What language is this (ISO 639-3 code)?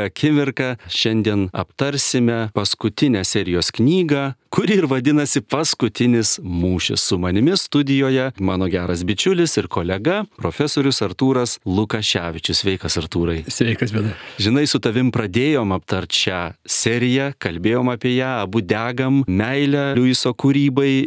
lit